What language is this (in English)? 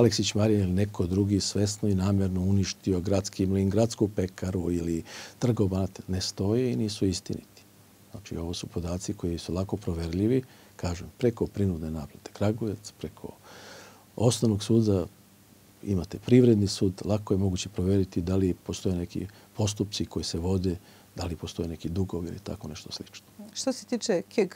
Serbian